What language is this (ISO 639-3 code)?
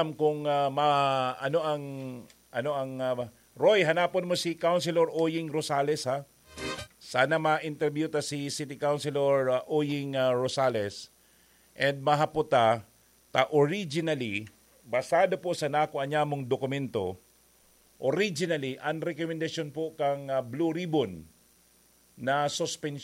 bik